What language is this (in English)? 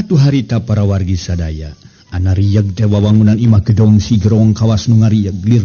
Sundanese